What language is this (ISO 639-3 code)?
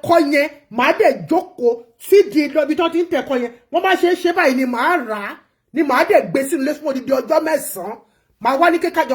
yor